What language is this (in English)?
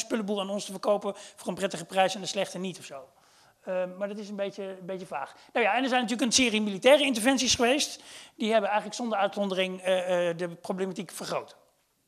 Dutch